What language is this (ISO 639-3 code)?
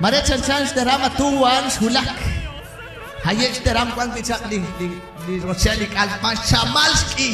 kek